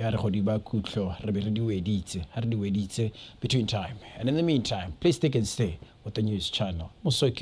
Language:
Tswana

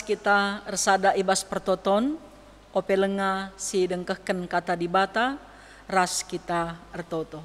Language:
Batak Karo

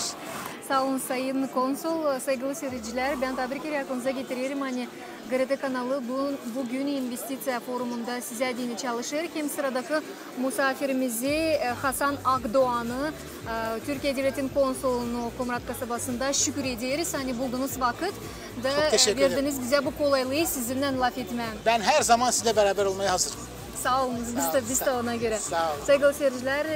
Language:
Gagauz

